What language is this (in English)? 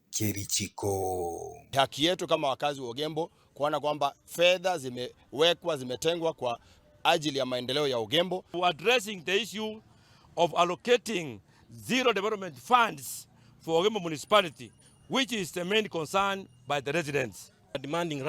Gusii